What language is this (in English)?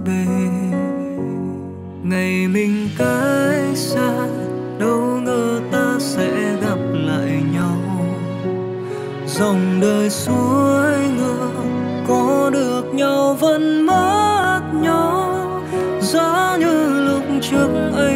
Vietnamese